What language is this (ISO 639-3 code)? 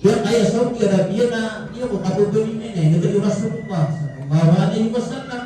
mrw